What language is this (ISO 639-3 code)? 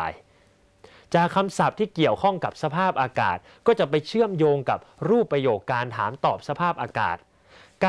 tha